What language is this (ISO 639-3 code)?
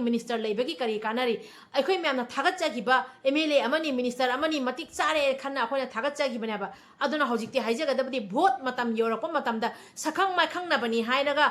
mni